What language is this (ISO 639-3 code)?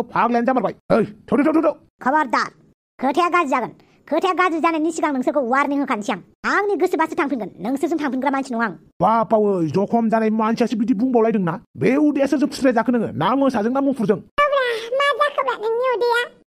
brx